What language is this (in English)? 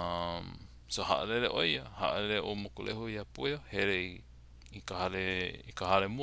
Hawaiian